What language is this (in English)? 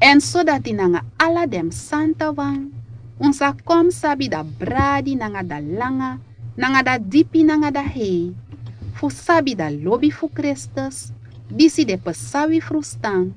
Sranan Tongo